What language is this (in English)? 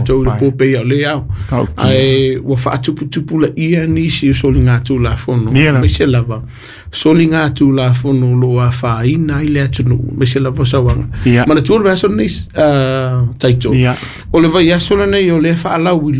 Samoan